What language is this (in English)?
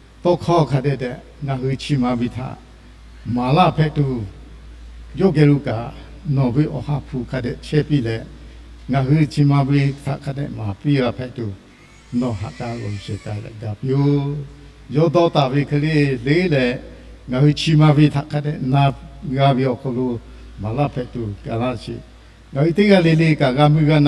Lahu